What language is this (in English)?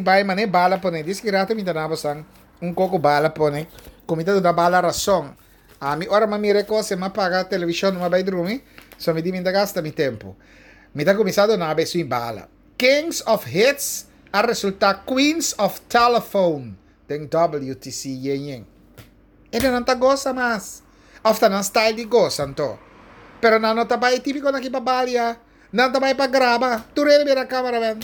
Papiamento